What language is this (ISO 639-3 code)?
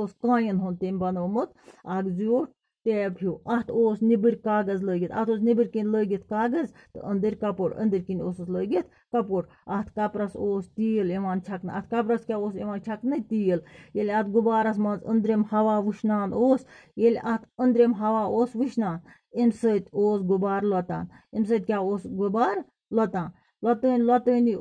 kas